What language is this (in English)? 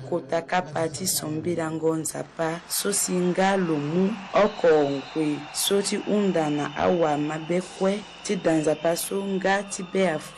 Sango